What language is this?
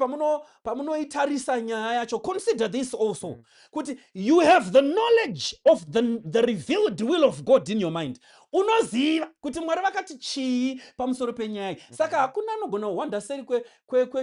Shona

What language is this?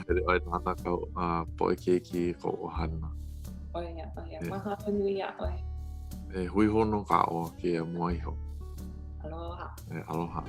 Hawaiian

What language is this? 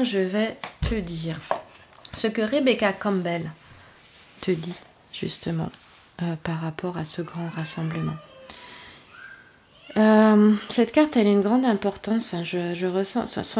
French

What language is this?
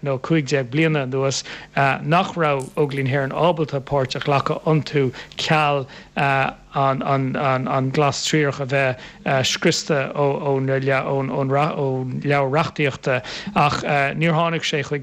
Irish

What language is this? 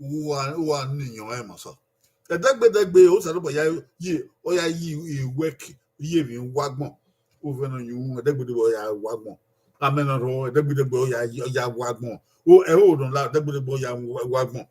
Bini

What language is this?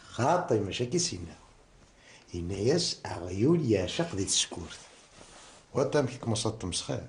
Kabyle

